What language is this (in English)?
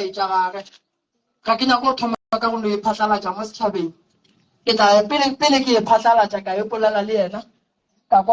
Northern Sotho